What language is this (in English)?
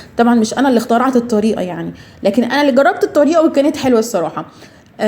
Egyptian Arabic